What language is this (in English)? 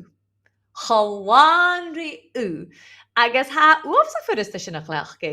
Scottish Gaelic